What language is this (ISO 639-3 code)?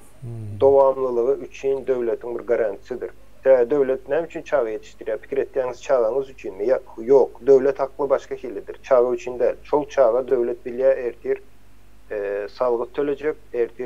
tuk